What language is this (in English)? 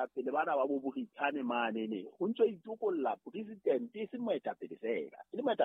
Southern Sotho